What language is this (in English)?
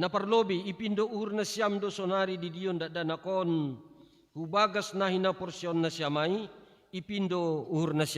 Batak Simalungun